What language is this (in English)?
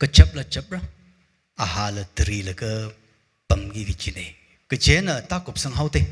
Tangkhul Naga (India)